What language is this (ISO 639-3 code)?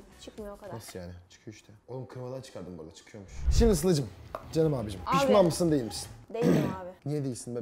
tur